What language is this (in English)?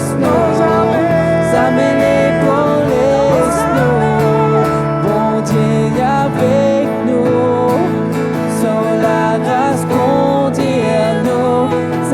Morisyen